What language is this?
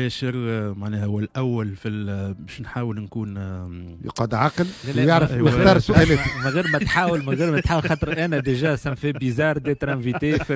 Tunisian Arabic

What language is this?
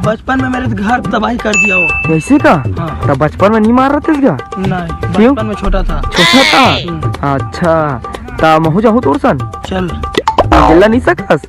Chhattisgarhi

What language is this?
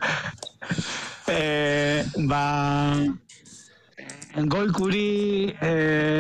Basque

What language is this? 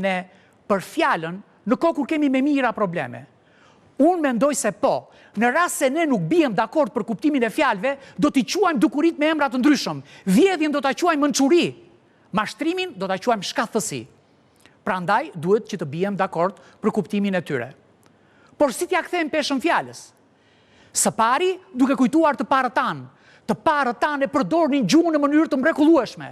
Albanian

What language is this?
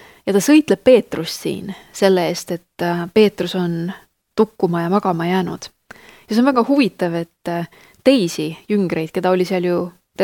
Estonian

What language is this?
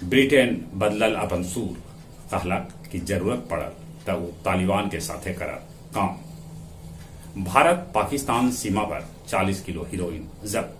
Magahi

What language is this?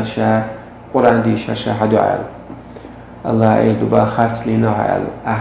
Chechen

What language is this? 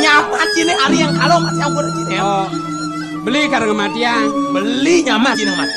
Balinese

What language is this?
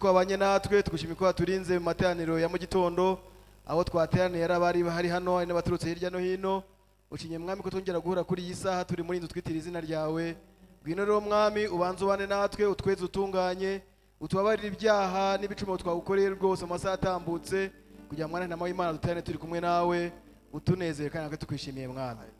Kinyarwanda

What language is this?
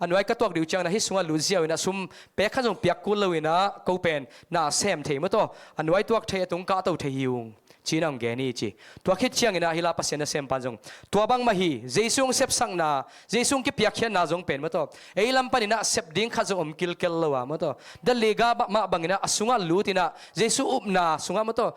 Tedim Chin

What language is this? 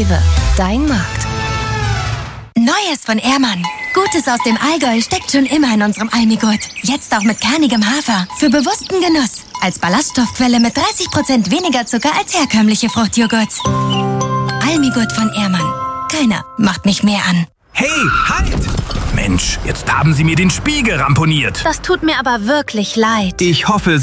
German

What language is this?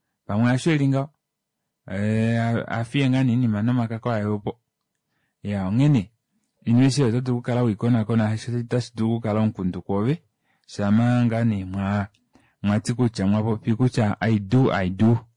Kuanyama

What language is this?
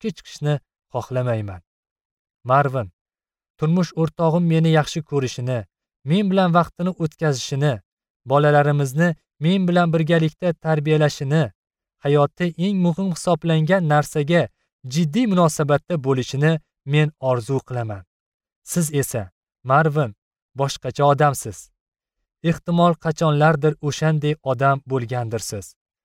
Uzbek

